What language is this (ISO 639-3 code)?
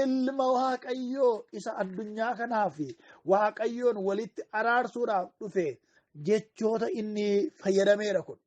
orm